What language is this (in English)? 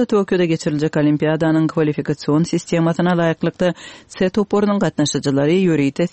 Turkmen